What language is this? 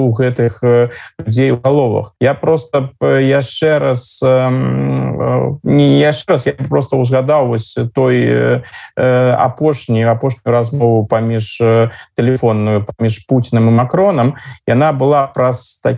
Belarusian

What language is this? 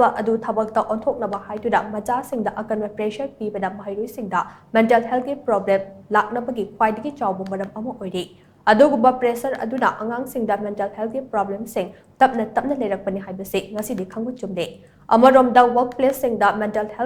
Manipuri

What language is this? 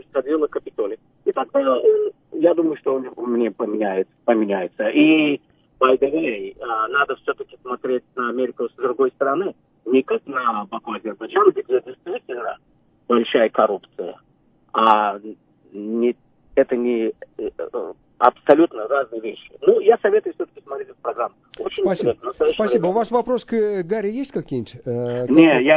Russian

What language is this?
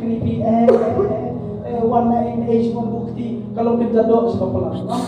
Khasi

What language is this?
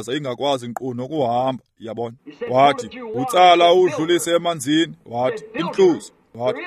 Xhosa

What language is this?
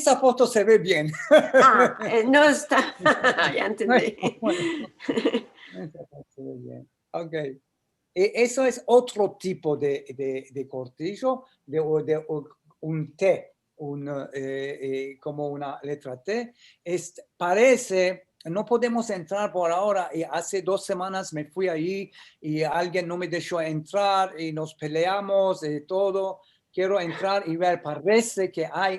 Ladino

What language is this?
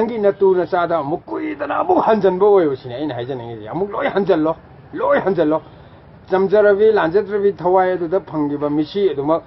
Manipuri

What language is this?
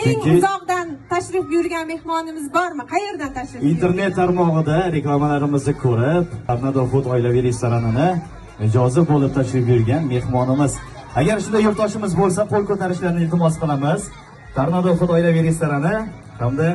Uzbek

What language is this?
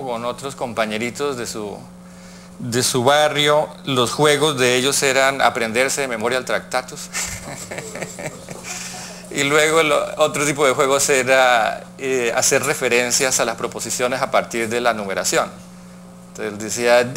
Spanish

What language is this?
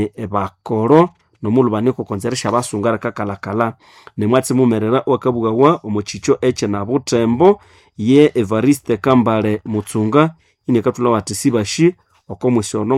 Nande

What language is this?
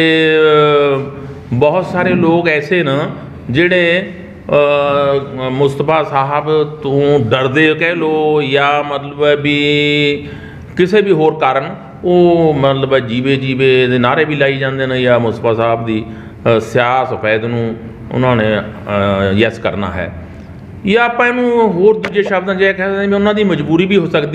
Punjabi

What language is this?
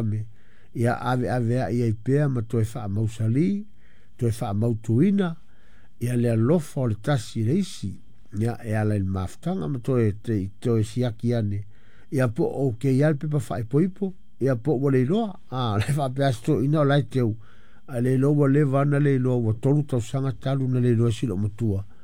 Samoan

